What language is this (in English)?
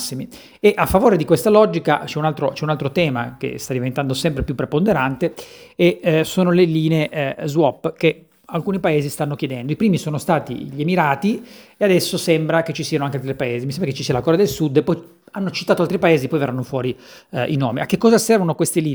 Italian